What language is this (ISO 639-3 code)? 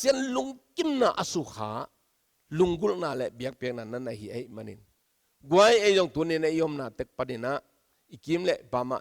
ctd